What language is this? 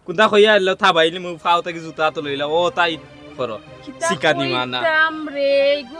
Sylheti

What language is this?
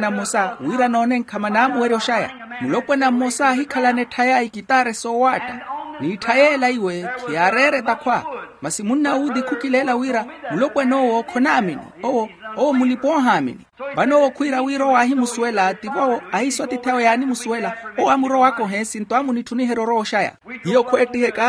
Makhuwa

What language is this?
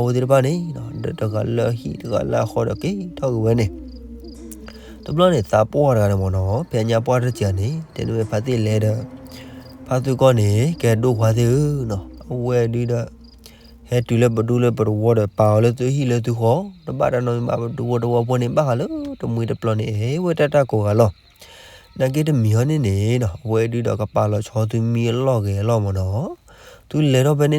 S'gaw Karen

